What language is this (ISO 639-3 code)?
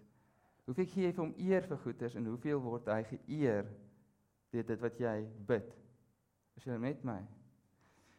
afr